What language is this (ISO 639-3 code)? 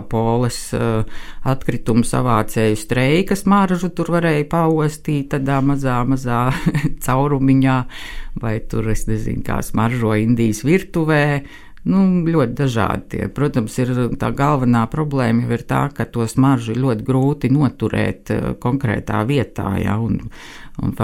lav